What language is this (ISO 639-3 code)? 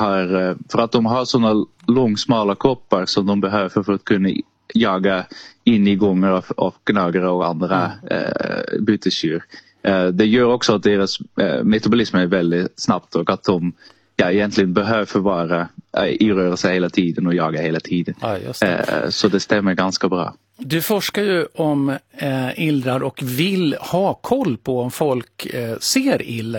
swe